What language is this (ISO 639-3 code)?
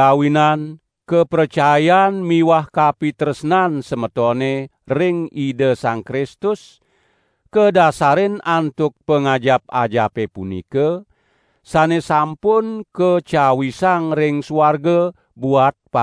ban